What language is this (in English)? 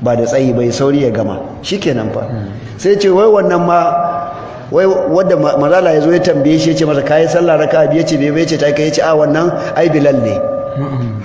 Hausa